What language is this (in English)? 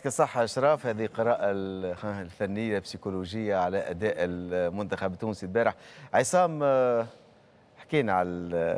Tunisian Arabic